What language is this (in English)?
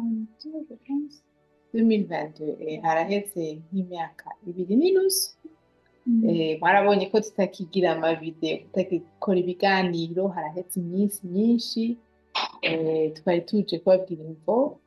Rundi